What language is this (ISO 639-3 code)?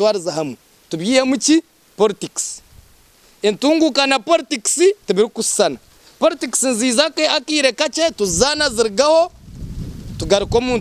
nyn